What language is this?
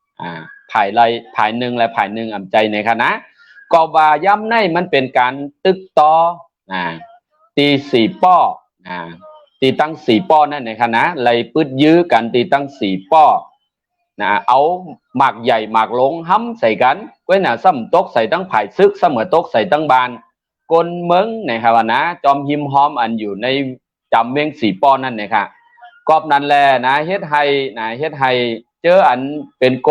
Shan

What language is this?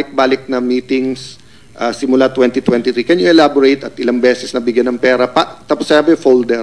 Filipino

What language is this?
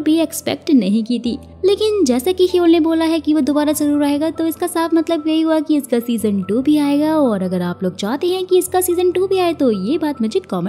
Hindi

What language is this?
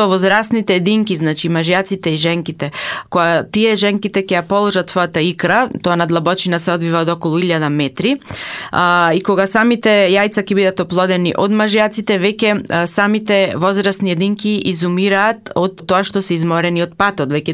Macedonian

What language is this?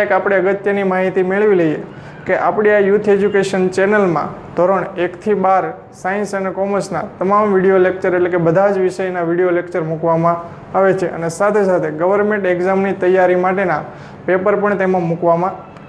Gujarati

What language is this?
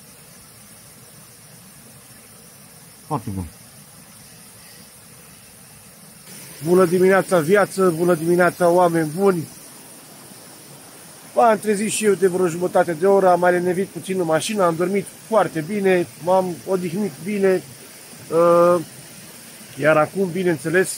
Romanian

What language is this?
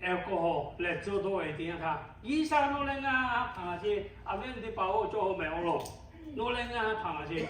Lahu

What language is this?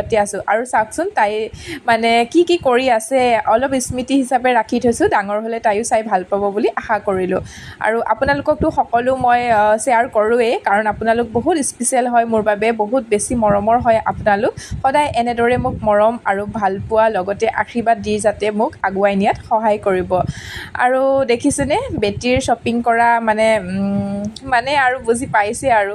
Assamese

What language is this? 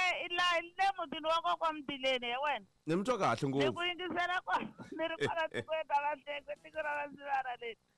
Tsonga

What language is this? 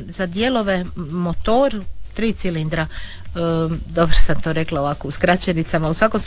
Croatian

